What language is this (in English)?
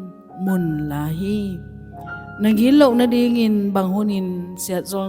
Tedim Chin